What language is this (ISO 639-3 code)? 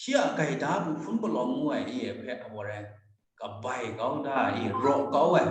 kac